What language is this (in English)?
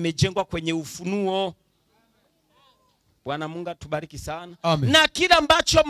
Swahili